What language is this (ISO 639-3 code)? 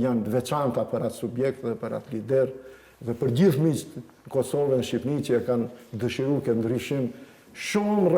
sqi